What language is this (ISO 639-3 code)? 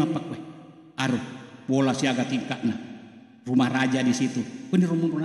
bug